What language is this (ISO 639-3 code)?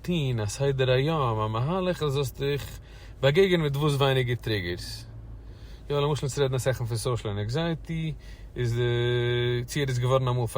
yid